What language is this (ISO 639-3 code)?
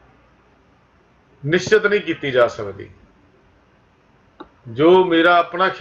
pan